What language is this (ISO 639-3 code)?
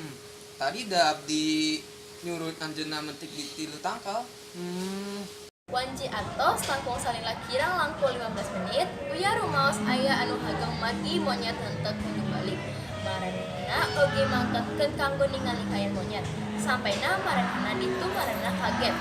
sun